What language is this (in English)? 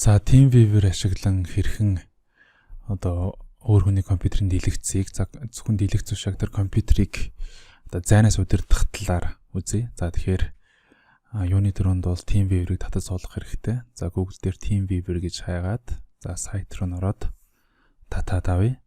Mongolian